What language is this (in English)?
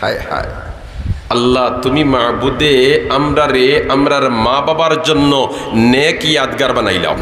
Sylheti